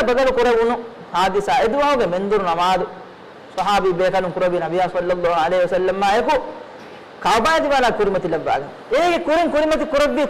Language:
Divehi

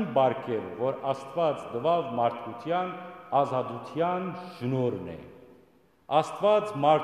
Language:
Western Armenian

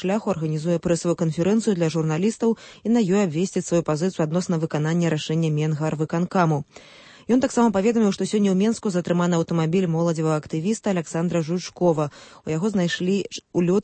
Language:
Belarusian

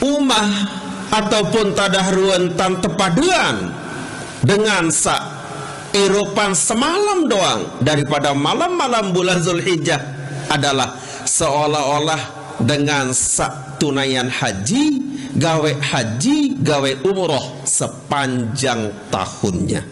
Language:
Sasak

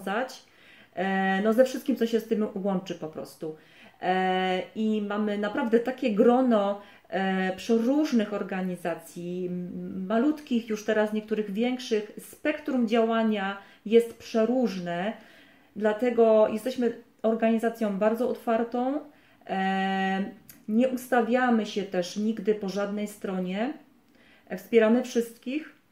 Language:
Polish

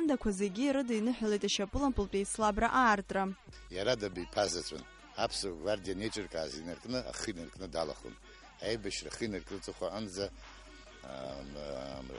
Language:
Abkhazian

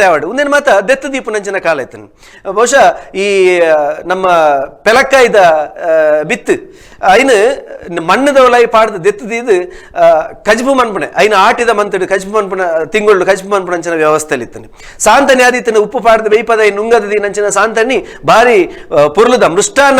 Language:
Tulu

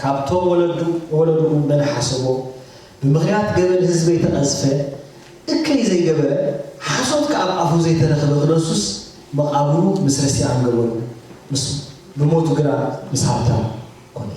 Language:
Tigrinya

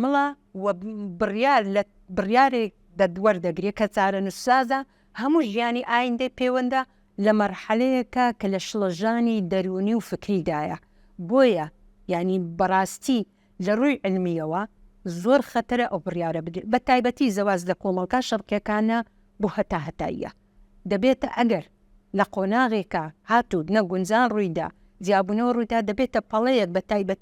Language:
Central Kurdish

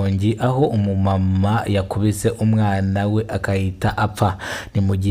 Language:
Kinyarwanda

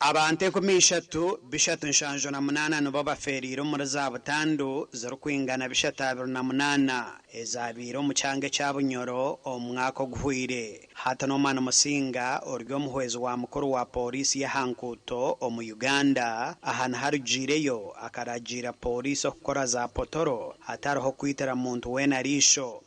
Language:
Nyankole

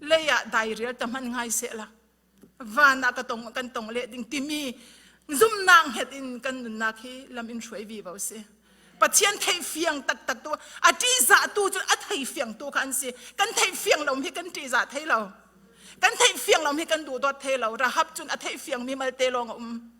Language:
Falam Chin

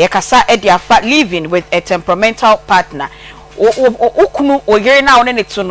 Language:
Akan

